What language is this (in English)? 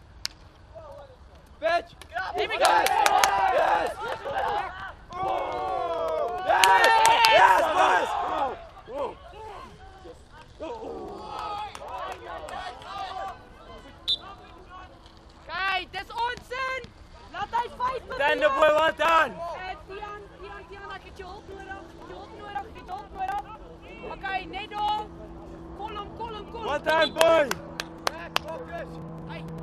Afrikaans